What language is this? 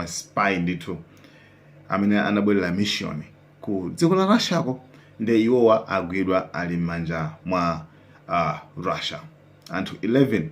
Nyanja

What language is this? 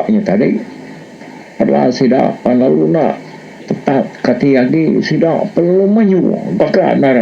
Iban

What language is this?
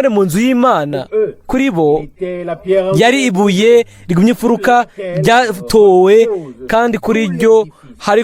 Rundi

